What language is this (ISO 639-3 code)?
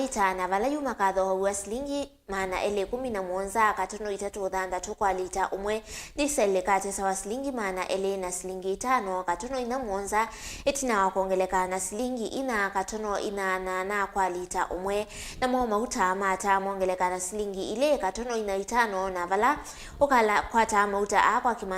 kam